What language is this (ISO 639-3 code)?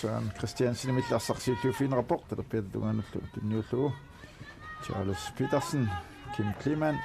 kal